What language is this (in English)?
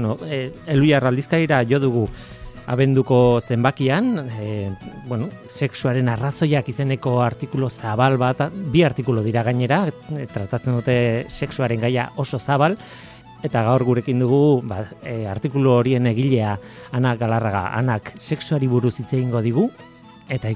Basque